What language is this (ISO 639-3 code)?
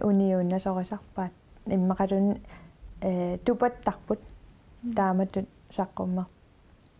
kal